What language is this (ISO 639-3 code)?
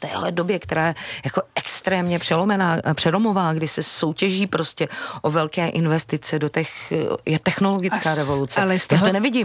ces